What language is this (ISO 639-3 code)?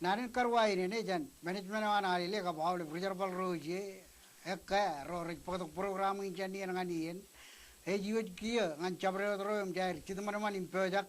mah